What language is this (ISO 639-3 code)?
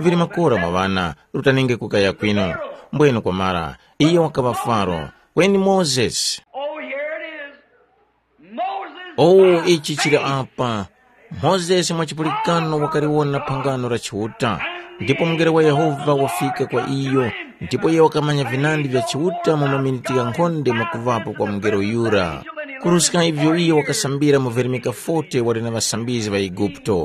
tum